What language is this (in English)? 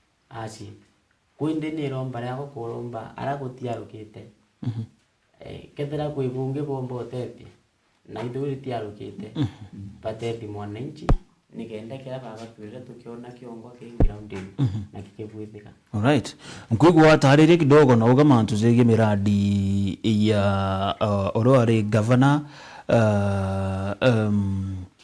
Meru